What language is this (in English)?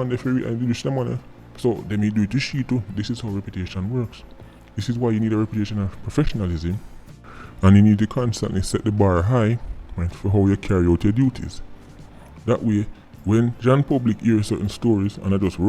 Jamaican Creole English